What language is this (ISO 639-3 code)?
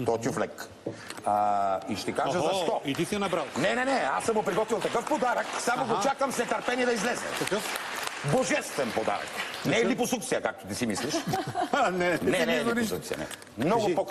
bul